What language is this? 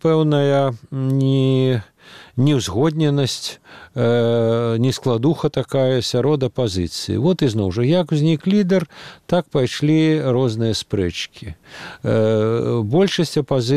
Belarusian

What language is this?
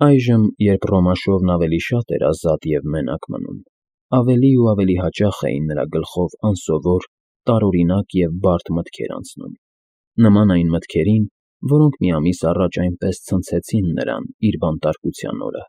Armenian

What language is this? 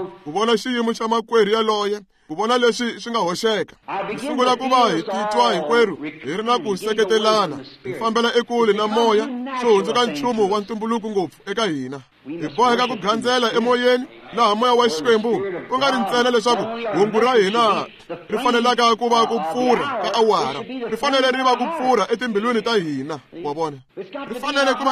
Tsonga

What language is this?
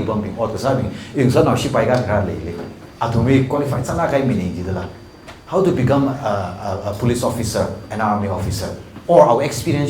Tangkhul Naga (India)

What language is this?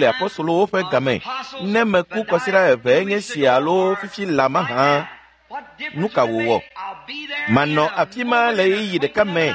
Ewe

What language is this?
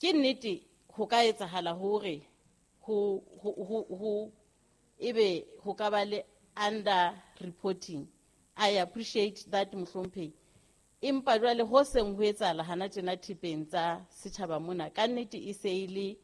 Southern Sotho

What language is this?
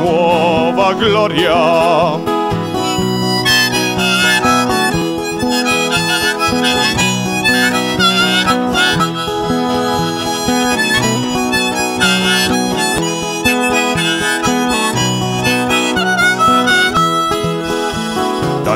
Italian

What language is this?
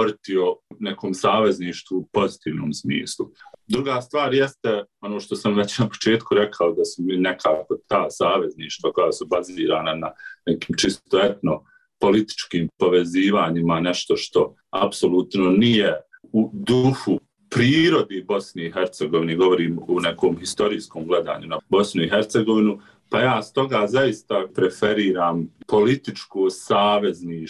Bosnian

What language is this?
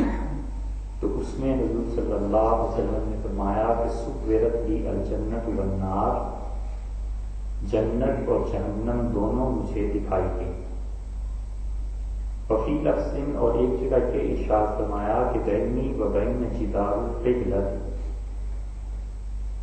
Urdu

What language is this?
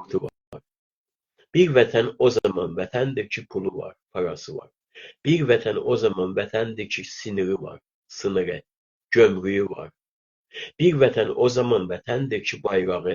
South Azerbaijani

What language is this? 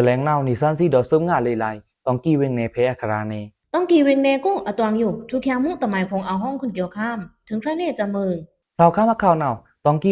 Pa'o Karen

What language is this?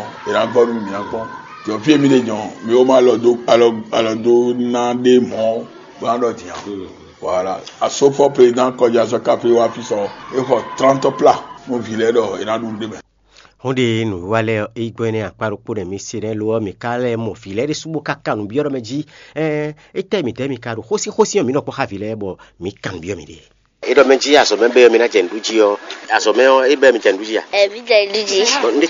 Fon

